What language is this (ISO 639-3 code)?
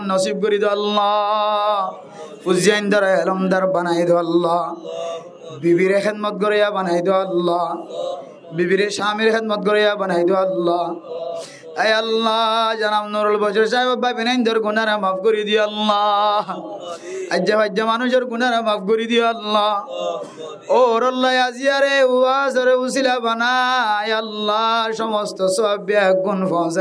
rhg